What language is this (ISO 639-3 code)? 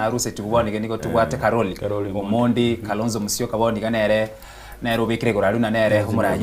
guz